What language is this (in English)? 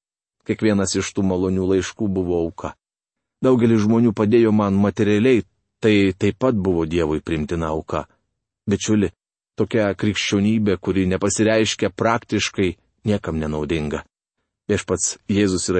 Lithuanian